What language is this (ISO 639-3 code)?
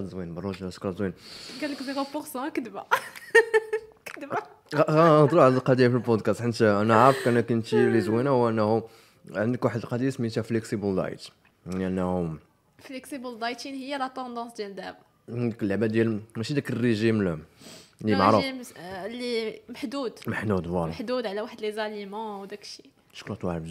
ary